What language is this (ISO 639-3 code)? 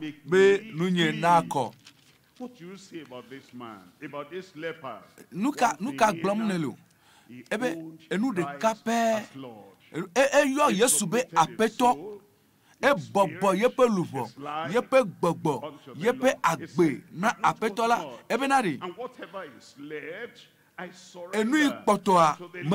ewe